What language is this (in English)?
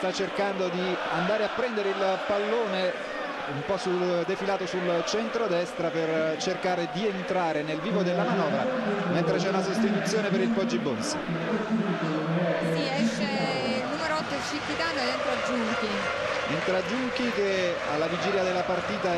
Italian